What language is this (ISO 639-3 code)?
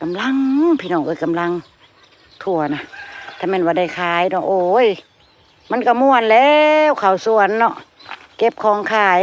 tts